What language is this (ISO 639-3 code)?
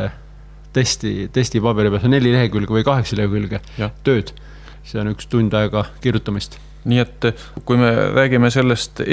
est